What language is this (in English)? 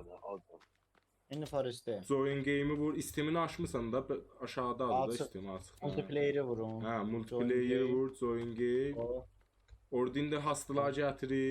South Azerbaijani